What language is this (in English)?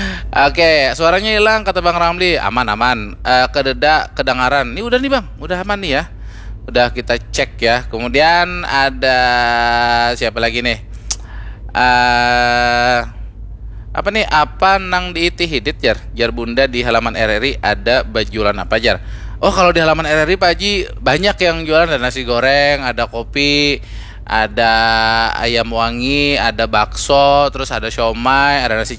Banjar